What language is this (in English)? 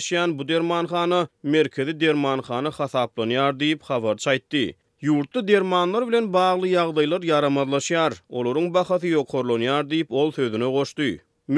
Turkmen